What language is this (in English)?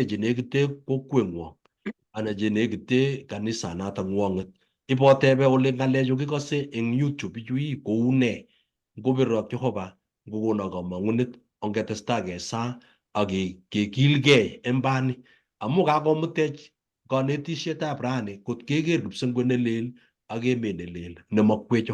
Kalenjin